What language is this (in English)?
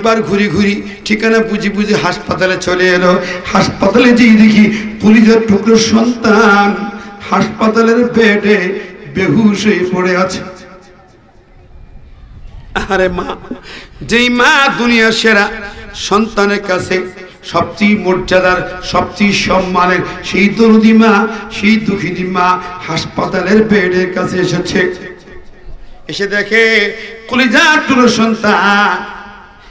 Bangla